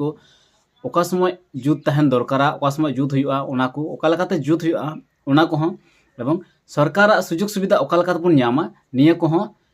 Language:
Santali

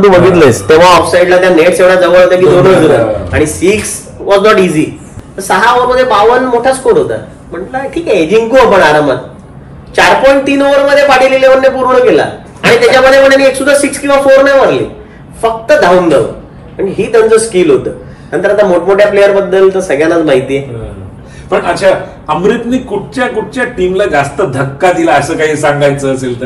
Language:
Marathi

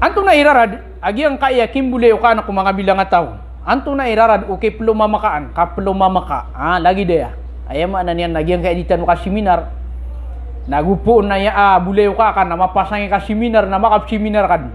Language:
Maranao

